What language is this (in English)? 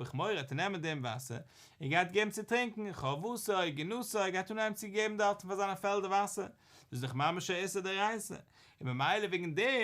Yiddish